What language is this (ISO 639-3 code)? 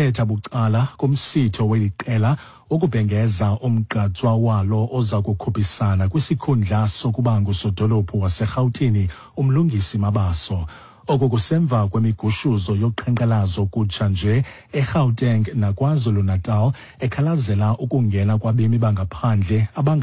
xho